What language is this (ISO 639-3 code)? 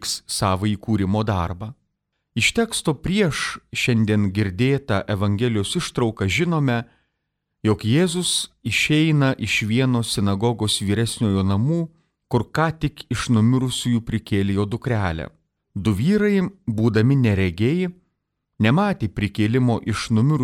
lit